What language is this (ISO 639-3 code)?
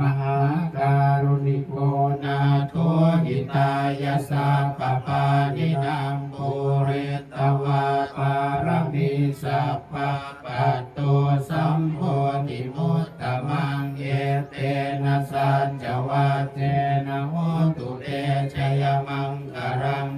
pli